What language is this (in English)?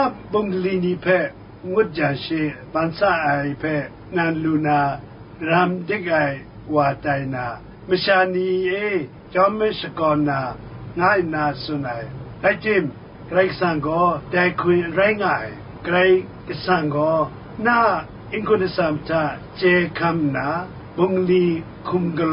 Kachin